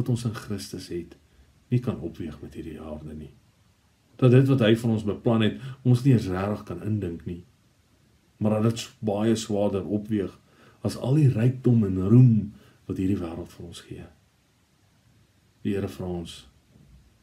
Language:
Afrikaans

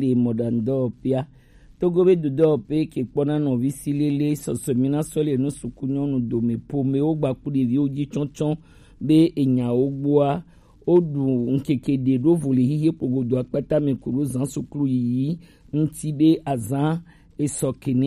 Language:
Gen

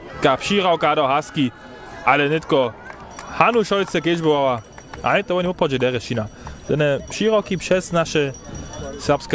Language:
Upper Sorbian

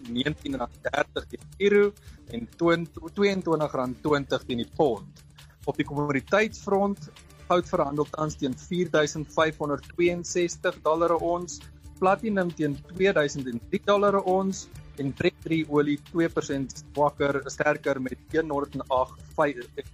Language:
Afrikaans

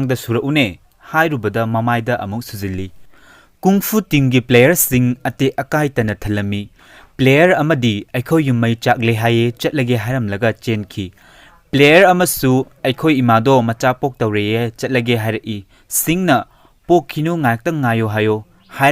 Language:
Manipuri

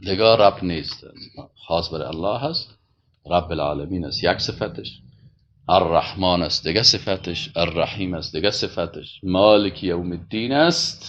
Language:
Tajik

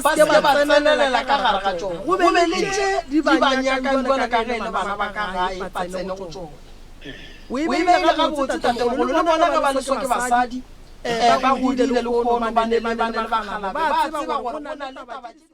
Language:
Northern Sotho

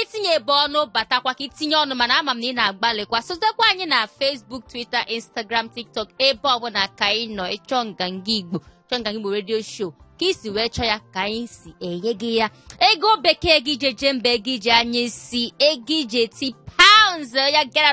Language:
Igbo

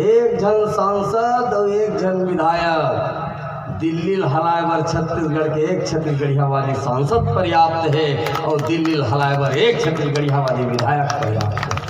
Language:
Chhattisgarhi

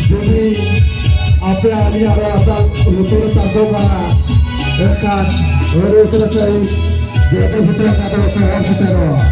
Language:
Santali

